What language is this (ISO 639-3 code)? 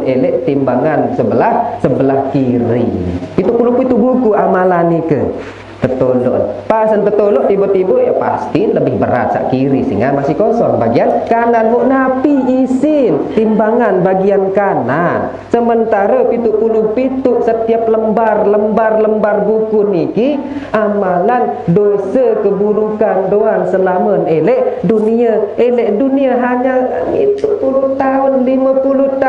sas